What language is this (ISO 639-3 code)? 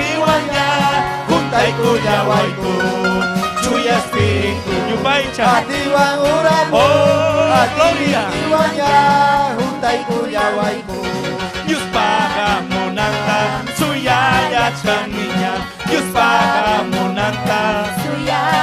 quy